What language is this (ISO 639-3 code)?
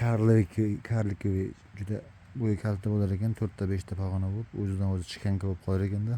uzb